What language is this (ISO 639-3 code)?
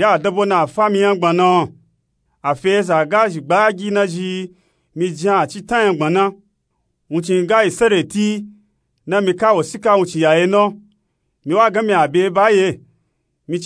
nup